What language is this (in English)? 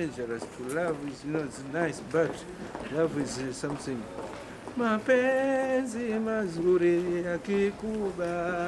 Breton